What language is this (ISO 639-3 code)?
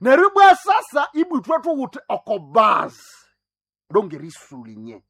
nnb